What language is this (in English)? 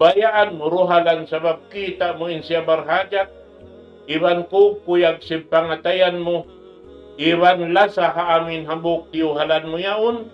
Tausug